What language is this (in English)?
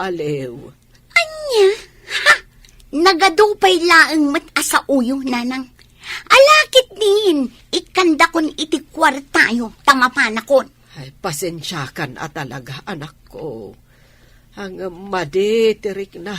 Iloko